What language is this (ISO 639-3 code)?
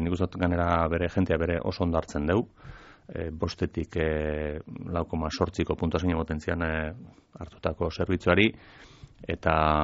eus